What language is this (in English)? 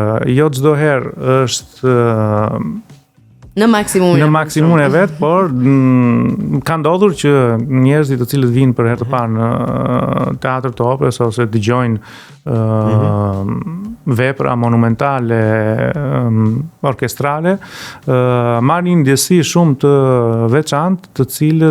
Albanian